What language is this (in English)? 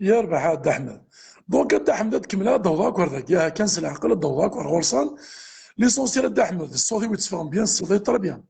Kabyle